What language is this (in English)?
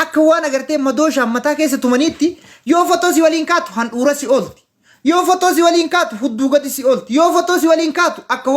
Oromo